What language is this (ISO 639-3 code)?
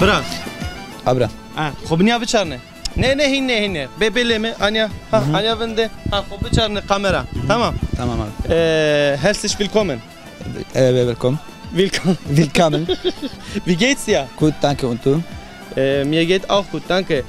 zza